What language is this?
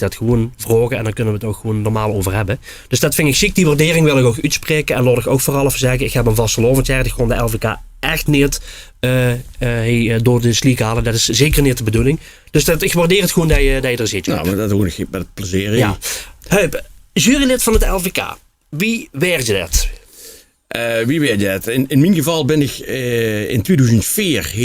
Limburgish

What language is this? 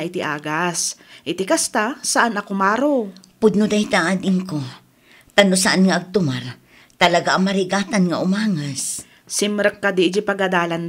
Iloko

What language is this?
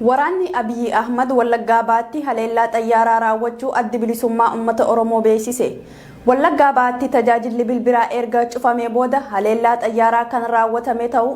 Oromo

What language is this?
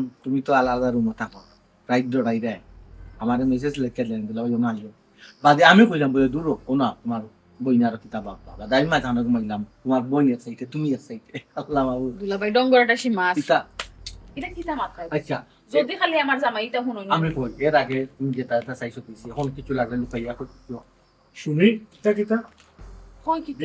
Sylheti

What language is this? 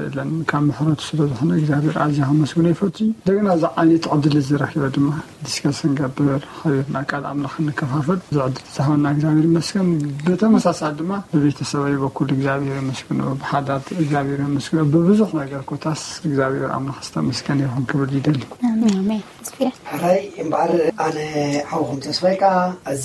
Tigrinya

